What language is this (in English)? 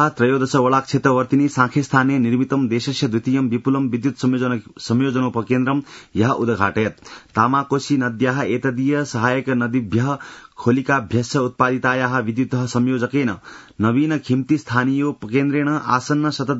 Sanskrit